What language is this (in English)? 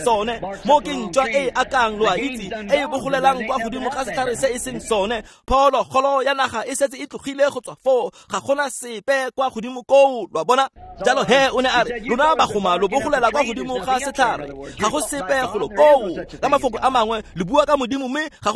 Tswana